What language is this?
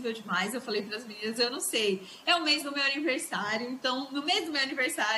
Portuguese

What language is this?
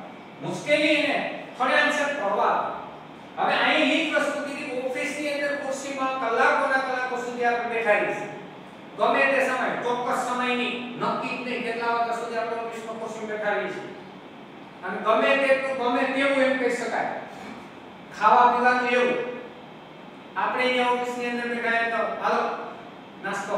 Gujarati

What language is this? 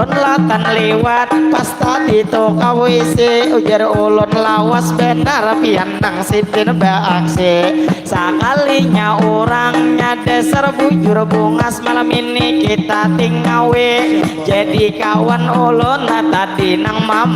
Banjar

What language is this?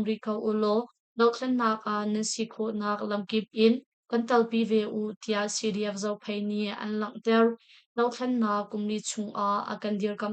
Hakha Chin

